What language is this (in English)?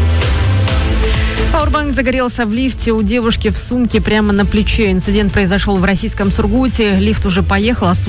Russian